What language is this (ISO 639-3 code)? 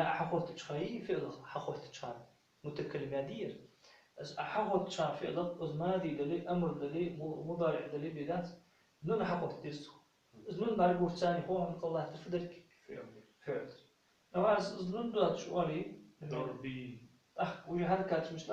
inh